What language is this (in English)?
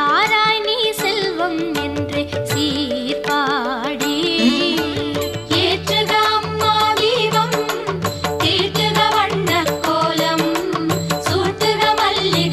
Tamil